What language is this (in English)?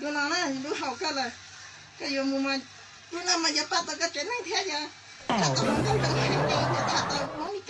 Hmong